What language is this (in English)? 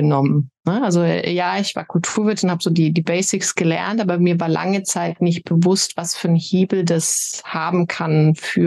German